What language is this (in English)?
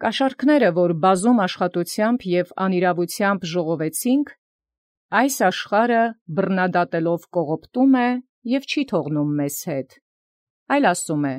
Armenian